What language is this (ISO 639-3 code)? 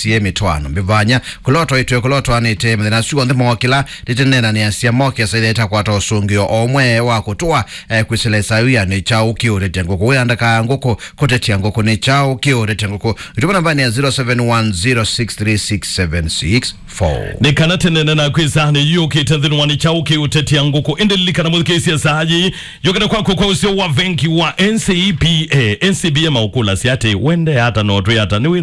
kam